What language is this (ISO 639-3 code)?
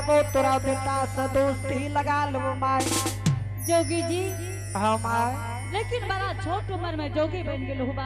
anp